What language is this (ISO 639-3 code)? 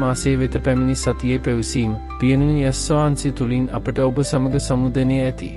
sin